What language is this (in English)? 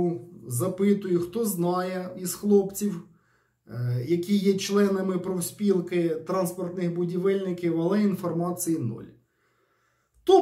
Ukrainian